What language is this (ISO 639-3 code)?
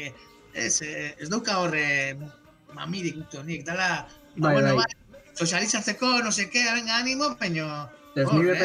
eus